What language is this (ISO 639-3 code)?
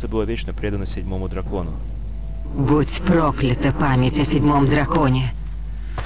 rus